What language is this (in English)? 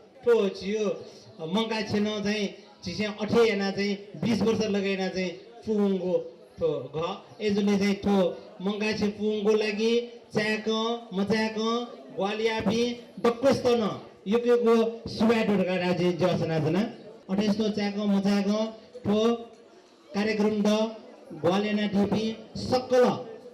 Newari